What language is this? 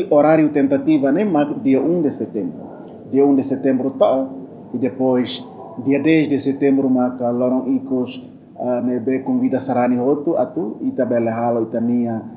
Tetum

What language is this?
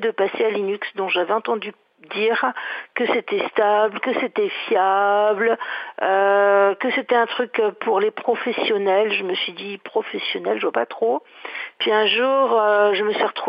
French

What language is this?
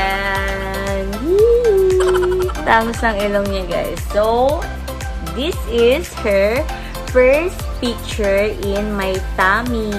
Filipino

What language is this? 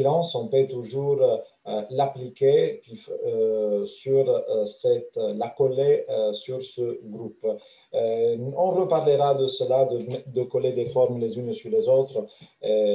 French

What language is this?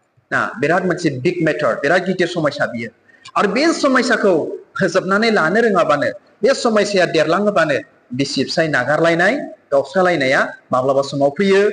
Bodo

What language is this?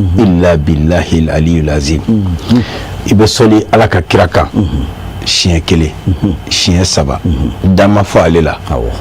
Bambara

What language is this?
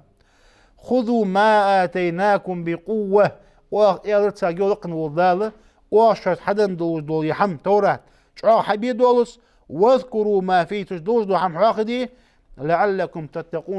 Ingush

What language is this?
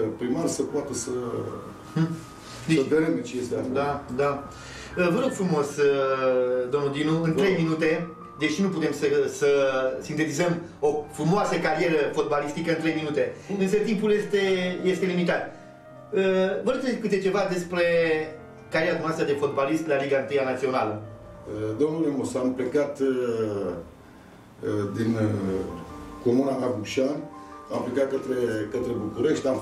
Romanian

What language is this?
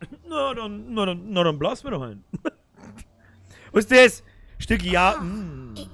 Bavarian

